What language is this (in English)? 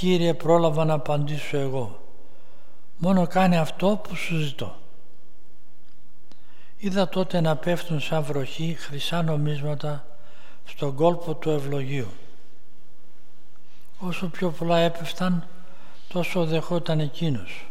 Greek